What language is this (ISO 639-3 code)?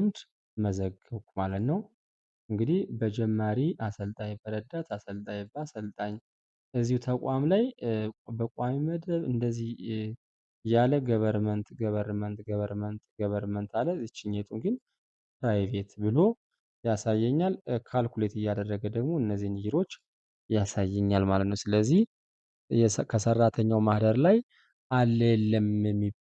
amh